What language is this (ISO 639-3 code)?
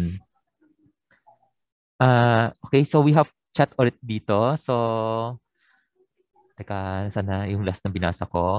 fil